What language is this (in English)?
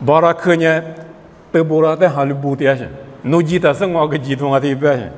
Lisu